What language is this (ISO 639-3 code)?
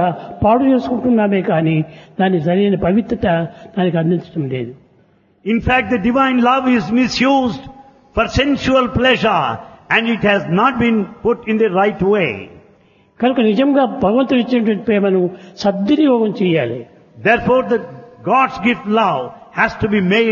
tel